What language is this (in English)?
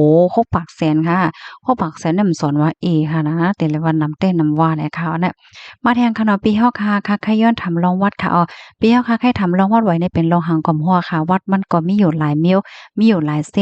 Shan